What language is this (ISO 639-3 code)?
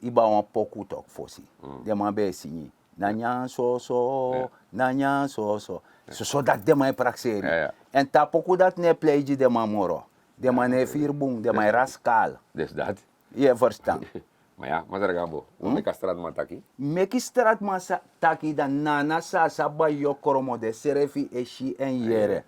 srn